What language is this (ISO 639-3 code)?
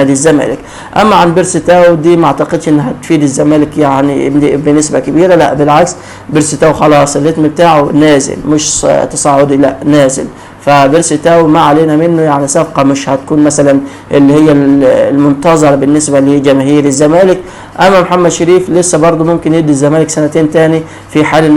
arz